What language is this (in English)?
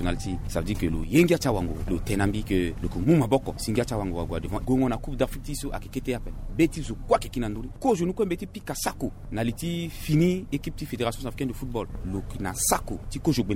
Sango